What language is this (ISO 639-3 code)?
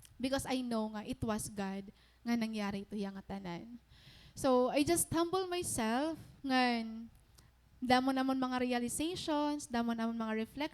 war